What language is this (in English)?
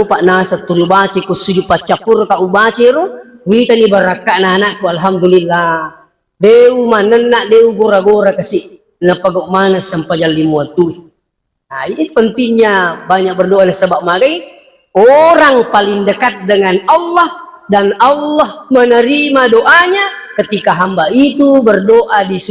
Buginese